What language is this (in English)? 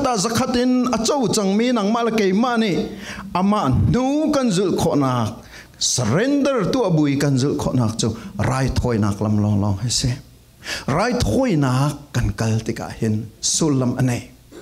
Falam Chin